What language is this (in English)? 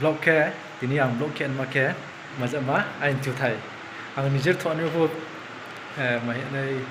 Riang (India)